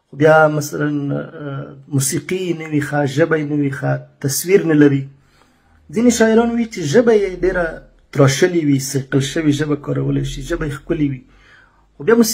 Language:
Pashto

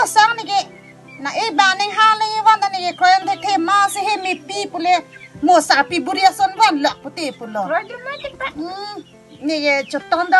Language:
Karbi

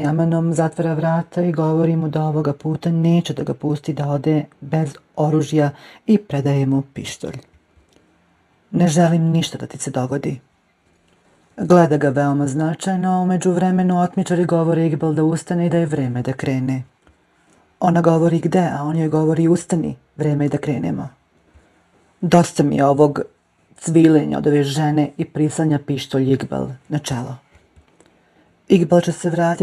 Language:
Serbian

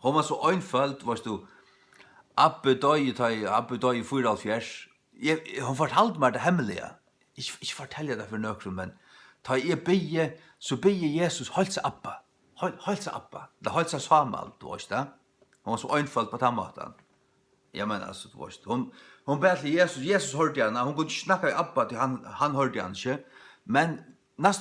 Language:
Faroese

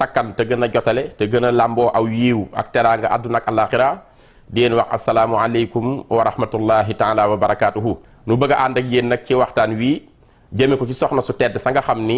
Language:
Wolof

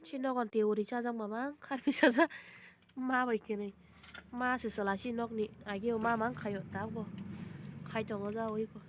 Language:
Kok Borok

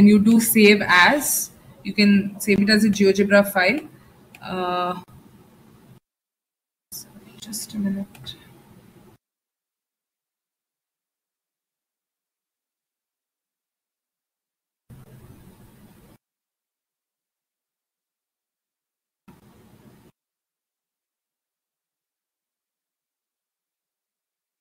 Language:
English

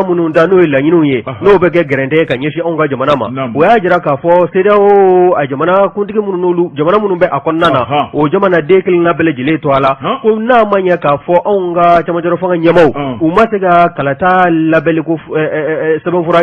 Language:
Bambara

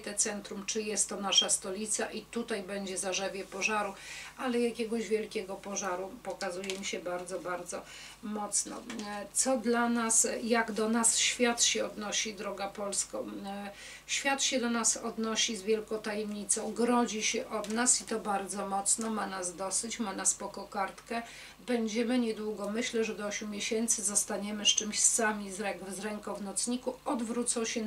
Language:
Polish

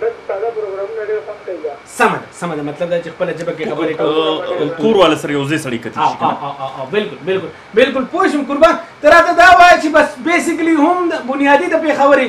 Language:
Pashto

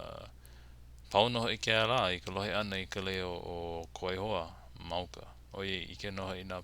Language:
Hawaiian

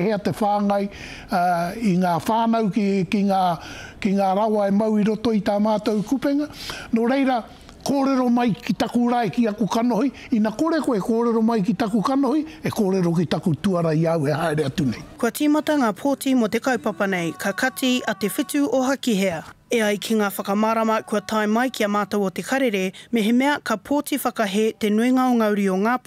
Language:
Māori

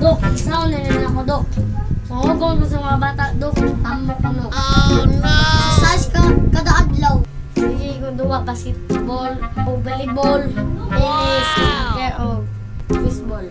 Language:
Cebuano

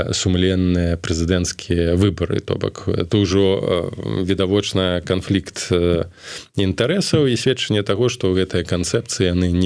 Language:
Belarusian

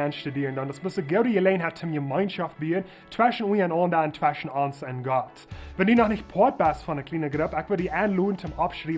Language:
Plautdietsch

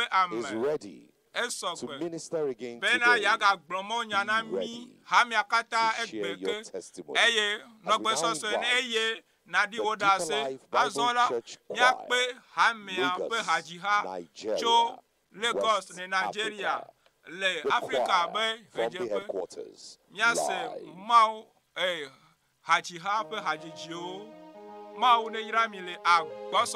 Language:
Ewe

